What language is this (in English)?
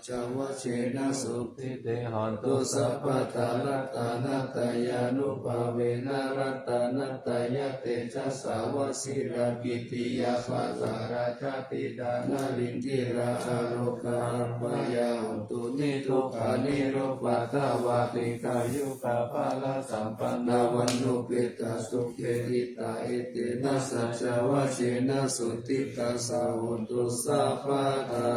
Pali